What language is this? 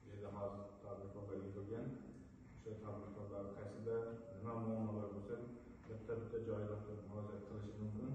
Uzbek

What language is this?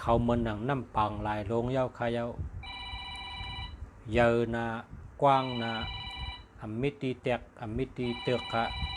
Shan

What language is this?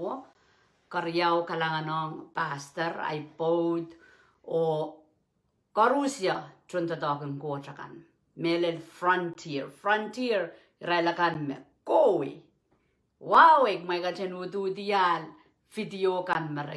Pohnpeian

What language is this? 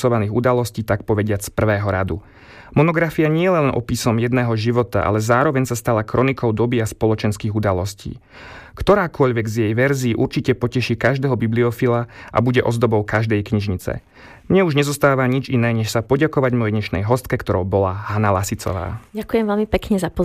Slovak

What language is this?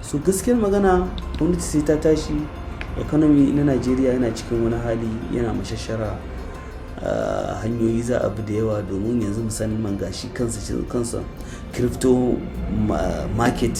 Hausa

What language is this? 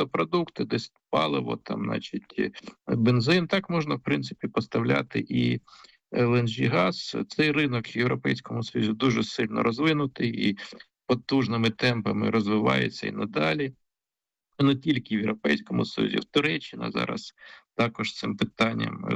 Ukrainian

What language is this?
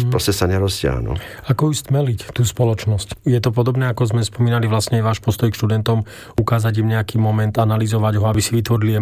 Slovak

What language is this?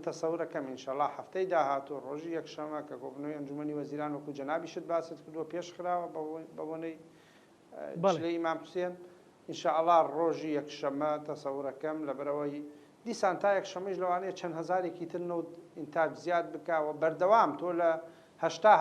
Central Kurdish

